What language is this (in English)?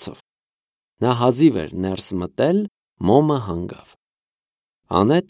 Armenian